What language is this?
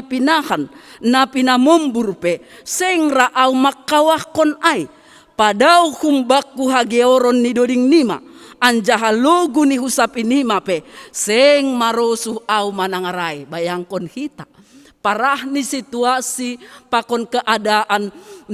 Batak Simalungun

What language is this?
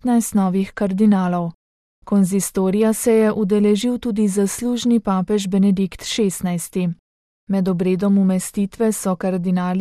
Slovenian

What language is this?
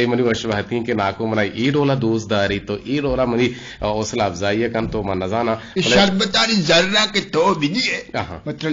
Eastern Balochi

